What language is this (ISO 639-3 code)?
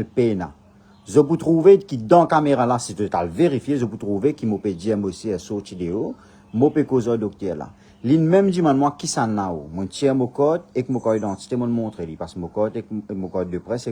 mfe